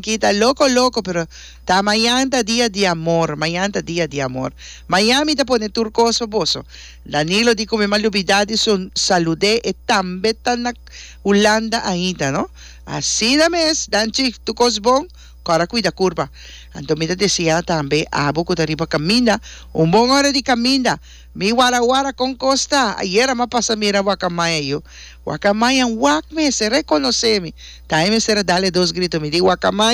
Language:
Papiamento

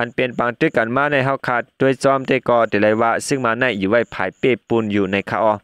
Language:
Shan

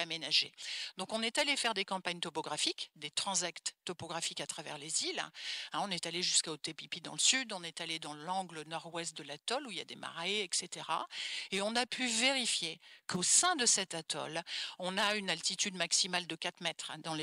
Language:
French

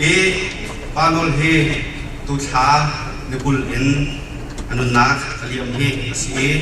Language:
Hakha Chin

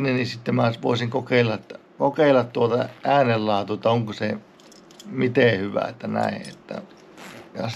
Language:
Finnish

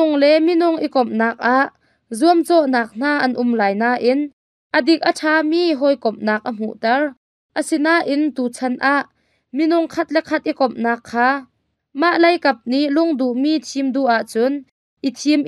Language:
Hakha Chin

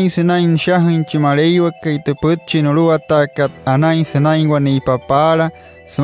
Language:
Wayuu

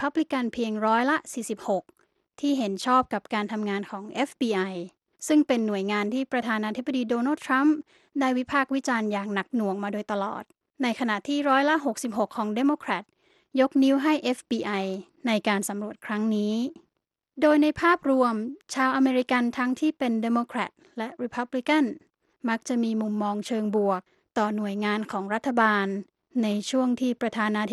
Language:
Thai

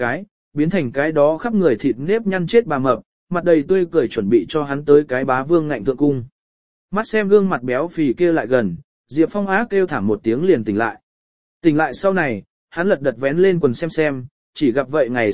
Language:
Vietnamese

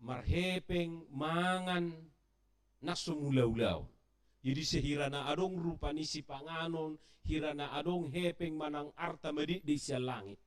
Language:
Batak Toba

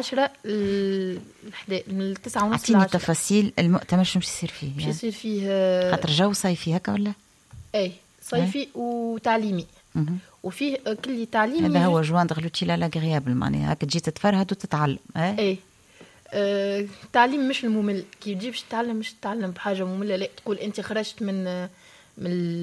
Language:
Tunisian Arabic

